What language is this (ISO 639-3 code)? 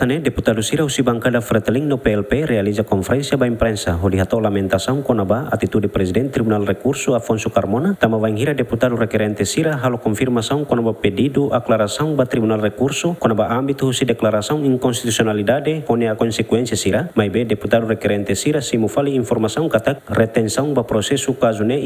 tet